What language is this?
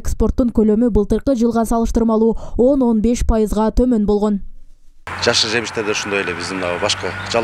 Kyrgyz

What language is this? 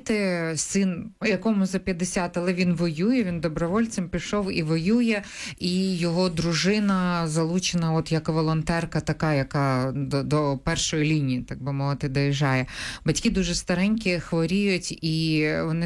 Ukrainian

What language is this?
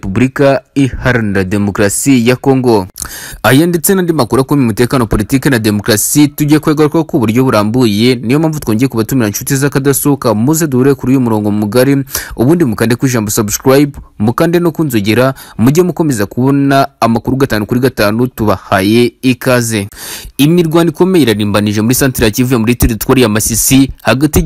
Kinyarwanda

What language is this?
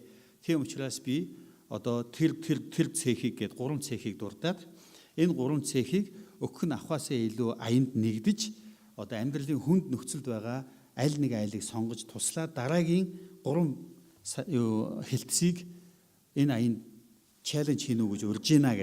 Mongolian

